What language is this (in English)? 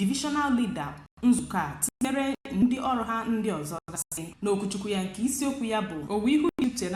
Igbo